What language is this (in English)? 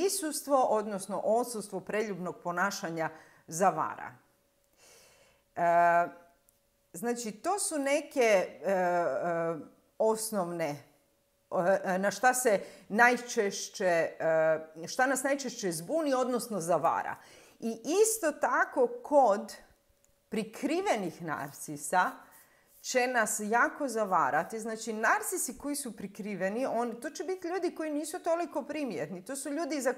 Croatian